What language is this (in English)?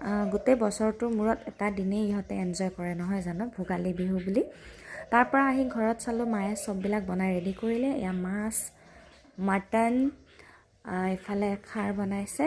Assamese